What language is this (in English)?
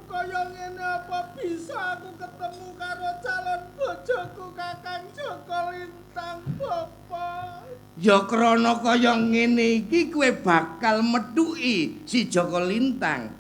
Javanese